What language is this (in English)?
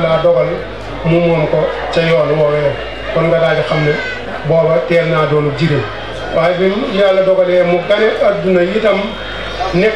Wolof